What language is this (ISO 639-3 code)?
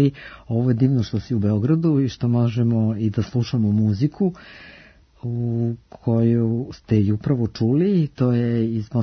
srp